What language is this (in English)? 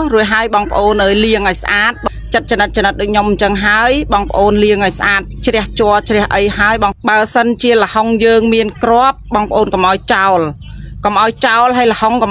Khmer